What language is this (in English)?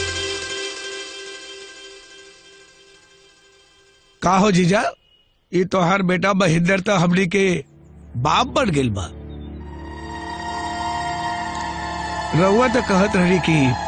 Bhojpuri